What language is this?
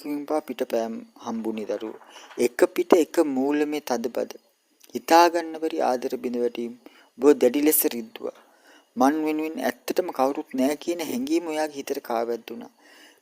Sinhala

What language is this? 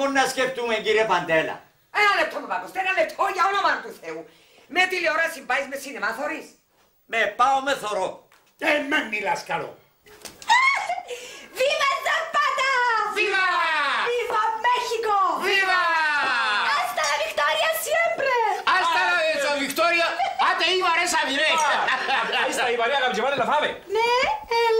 Greek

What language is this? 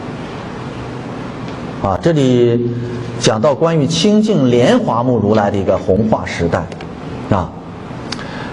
Chinese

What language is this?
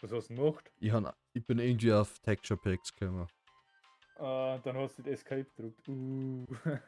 Bavarian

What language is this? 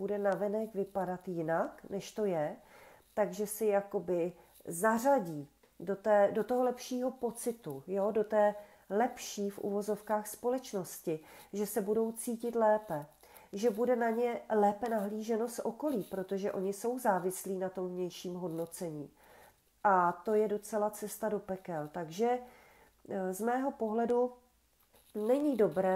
Czech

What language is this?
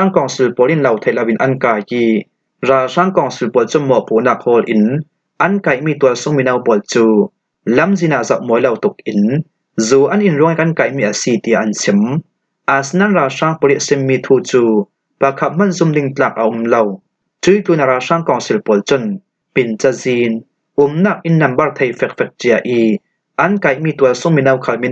Falam Chin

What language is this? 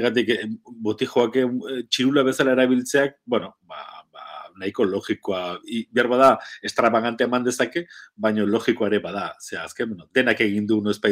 Basque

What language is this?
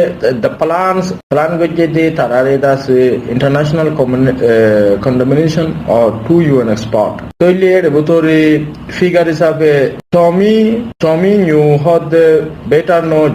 Rohingya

